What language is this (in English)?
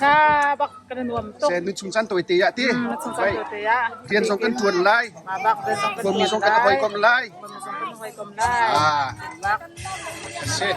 Hakha Chin